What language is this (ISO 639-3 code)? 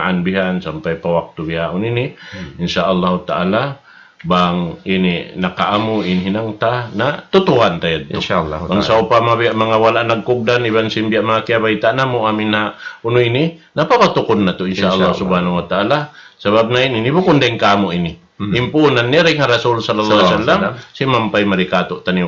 tsg